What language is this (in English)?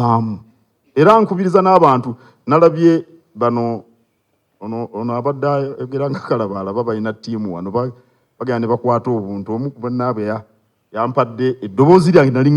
Ganda